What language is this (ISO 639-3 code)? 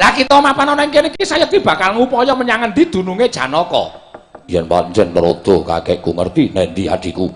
jav